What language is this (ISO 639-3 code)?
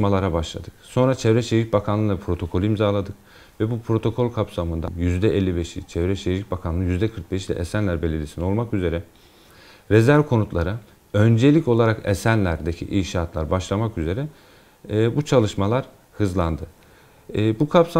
tur